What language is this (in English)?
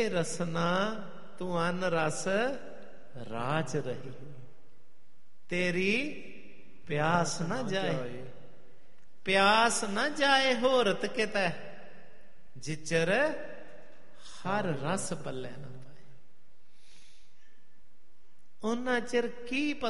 Punjabi